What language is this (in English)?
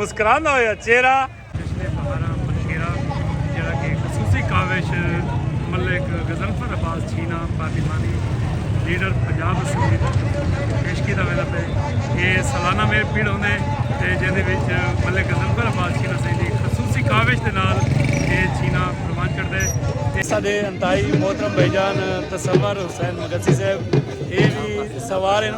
Saraiki